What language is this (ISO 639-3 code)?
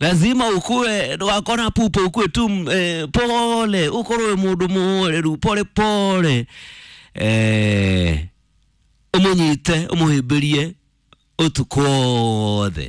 kik